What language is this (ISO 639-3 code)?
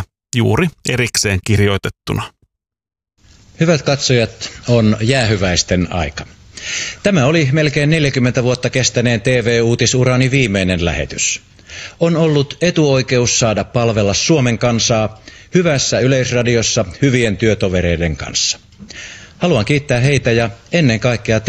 fin